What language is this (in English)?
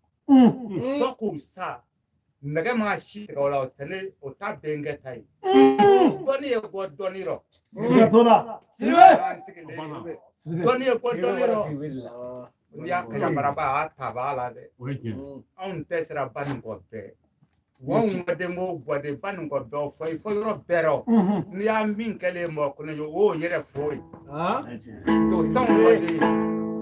Bambara